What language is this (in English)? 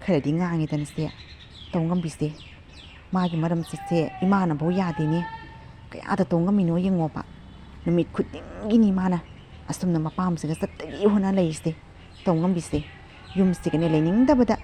Manipuri